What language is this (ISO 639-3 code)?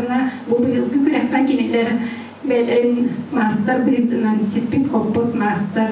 sah